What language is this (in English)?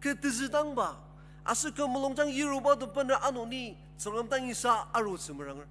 Ao Naga